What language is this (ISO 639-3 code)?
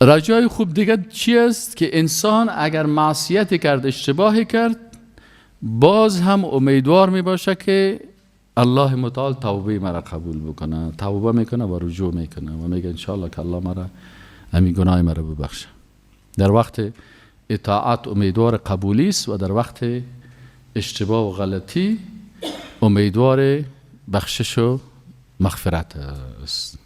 fas